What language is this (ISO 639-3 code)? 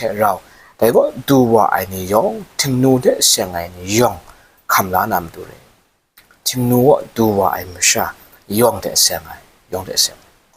kac